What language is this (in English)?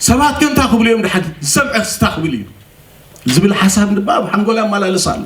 Tigrinya